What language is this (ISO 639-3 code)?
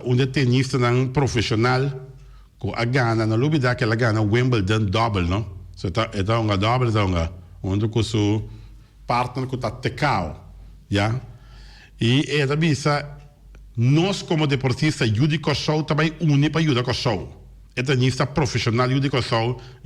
pap